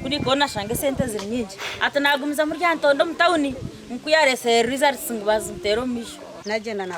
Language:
Nyankole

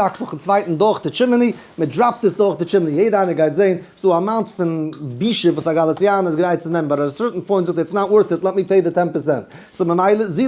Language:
Yiddish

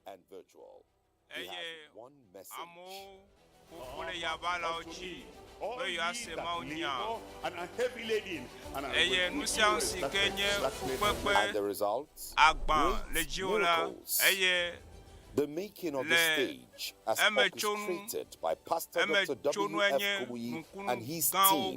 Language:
Ewe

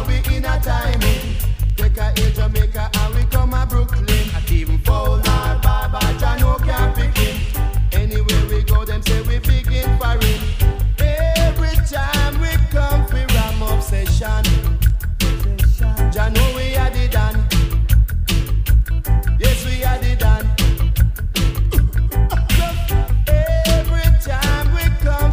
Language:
English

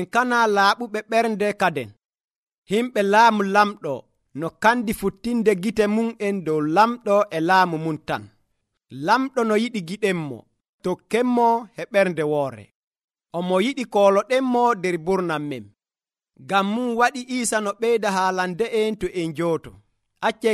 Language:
Nigerian Fulfulde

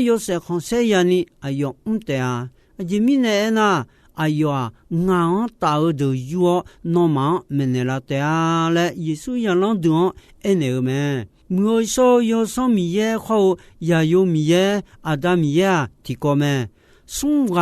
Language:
Akha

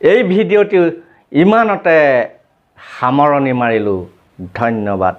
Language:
Assamese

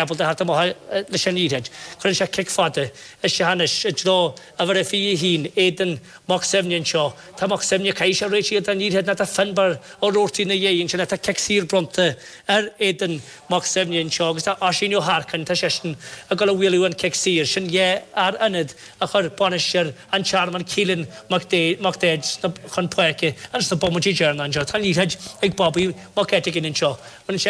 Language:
Irish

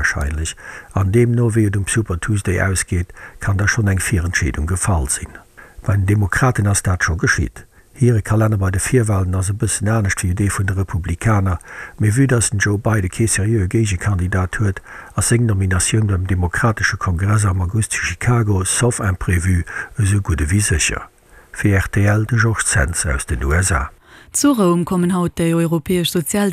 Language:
Luxembourgish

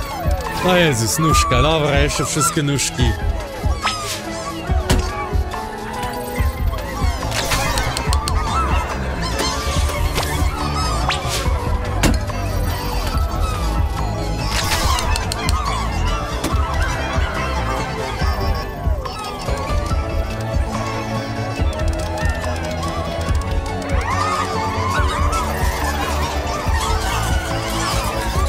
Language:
Polish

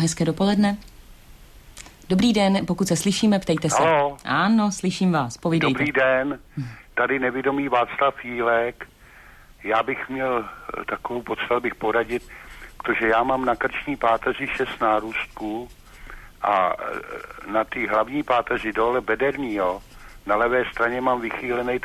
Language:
Czech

